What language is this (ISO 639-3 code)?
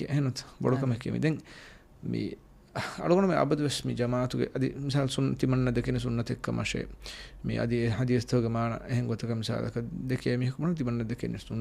div